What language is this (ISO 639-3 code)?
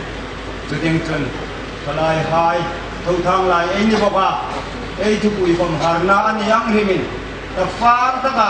hmr